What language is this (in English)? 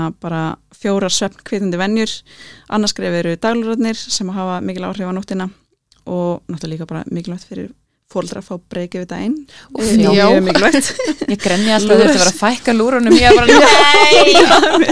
Icelandic